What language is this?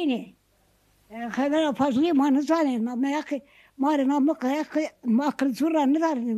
Zaza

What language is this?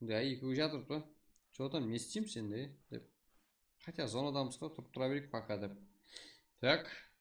Kara-Kalpak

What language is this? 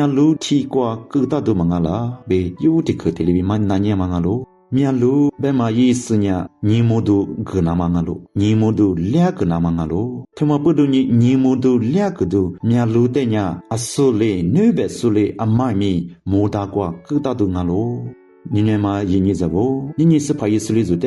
Lisu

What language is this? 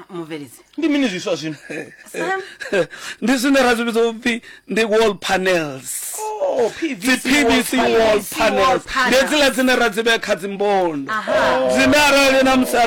Venda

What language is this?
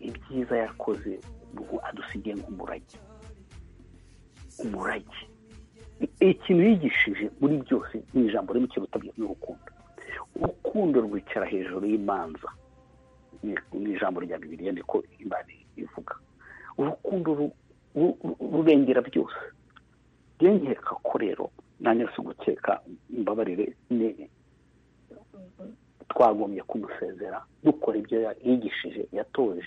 Kinyarwanda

